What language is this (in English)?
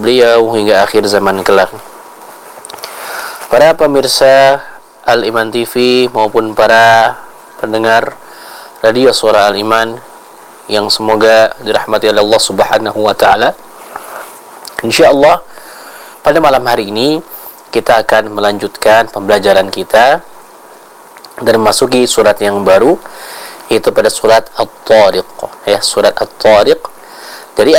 Indonesian